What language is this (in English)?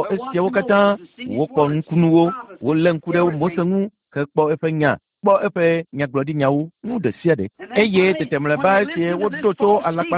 Ewe